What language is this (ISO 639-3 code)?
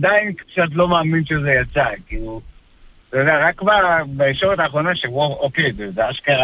heb